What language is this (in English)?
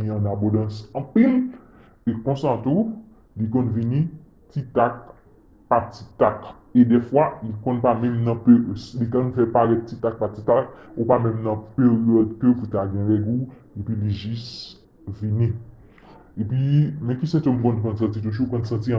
Haitian Creole